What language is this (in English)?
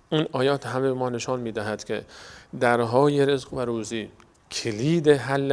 Persian